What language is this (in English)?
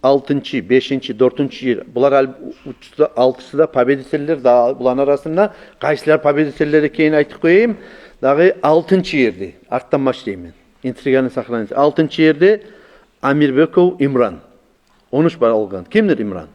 Kumyk